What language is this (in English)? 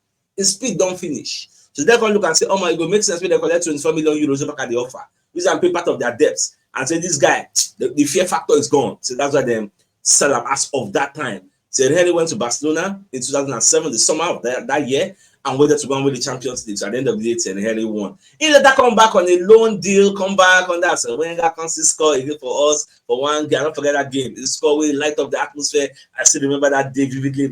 Nigerian Pidgin